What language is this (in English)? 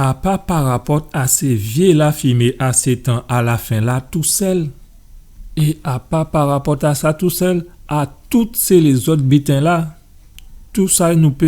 Guadeloupean Creole French